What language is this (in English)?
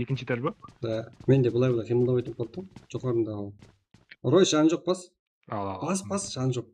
Kara-Kalpak